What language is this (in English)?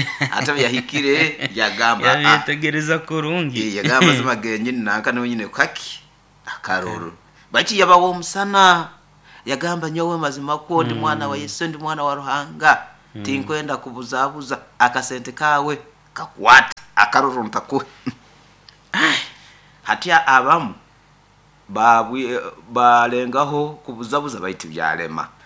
Nyoro